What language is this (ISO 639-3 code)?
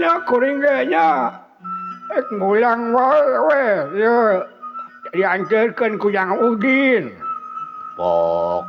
sun